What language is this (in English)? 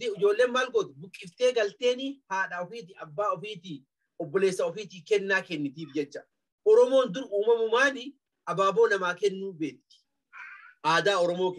Oromo